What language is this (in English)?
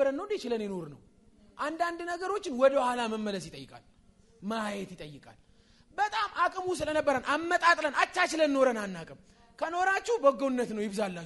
Amharic